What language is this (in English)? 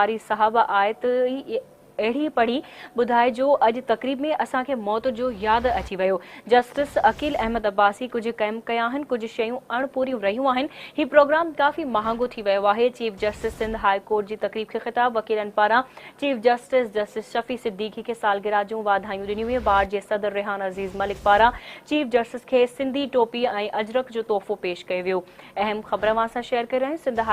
Sindhi